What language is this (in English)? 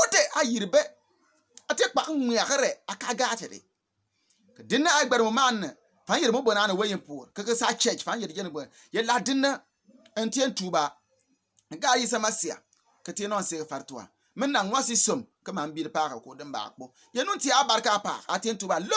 Bimoba